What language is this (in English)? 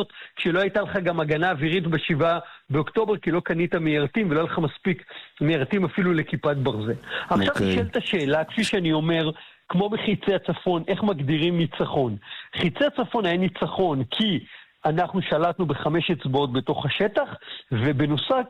Hebrew